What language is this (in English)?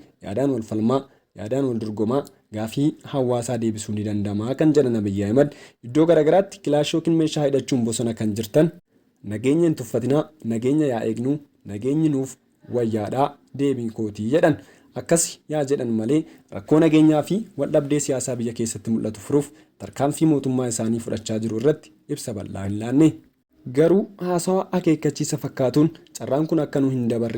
Oromo